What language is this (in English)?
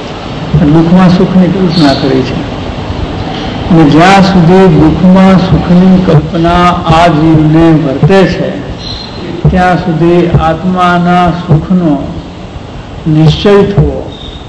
Gujarati